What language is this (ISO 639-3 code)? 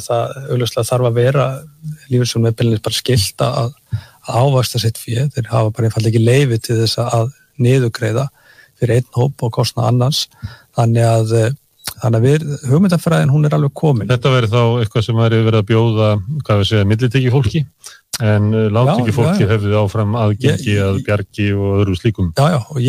isl